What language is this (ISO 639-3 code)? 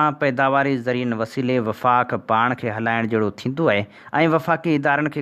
snd